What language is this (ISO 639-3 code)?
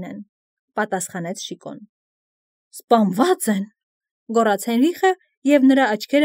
hye